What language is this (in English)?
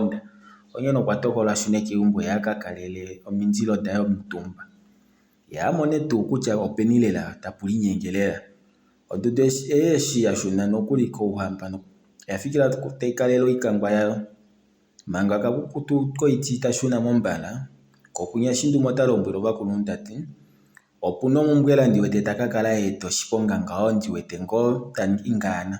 Kuanyama